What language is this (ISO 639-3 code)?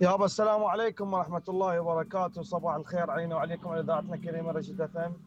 acm